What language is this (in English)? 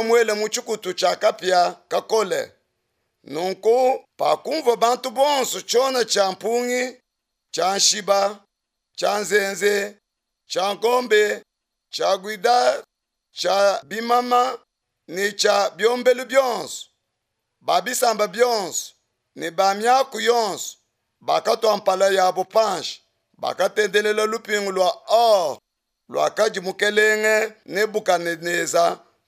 Luba-Lulua